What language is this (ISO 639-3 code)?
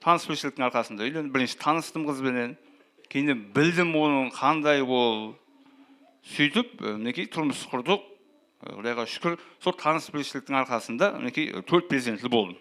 kaa